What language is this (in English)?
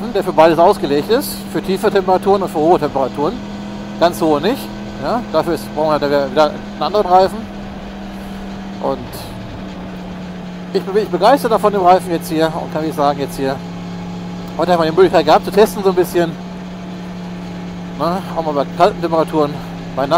German